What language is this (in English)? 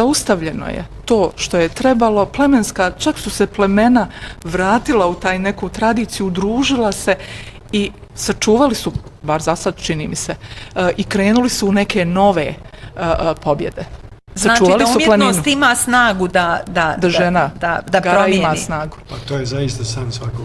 Bosnian